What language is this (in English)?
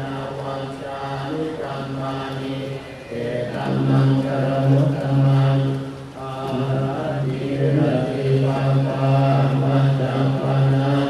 Pali